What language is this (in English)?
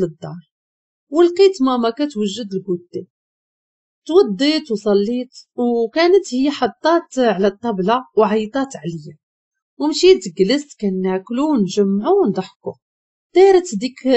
Moroccan Arabic